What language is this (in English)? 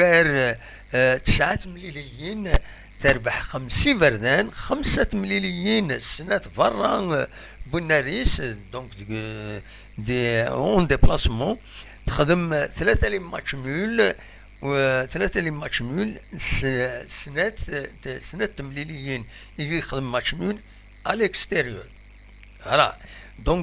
Kabyle